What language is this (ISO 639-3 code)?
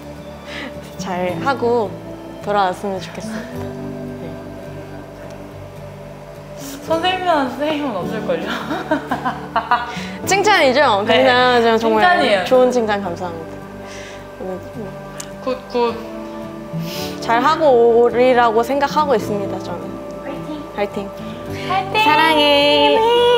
kor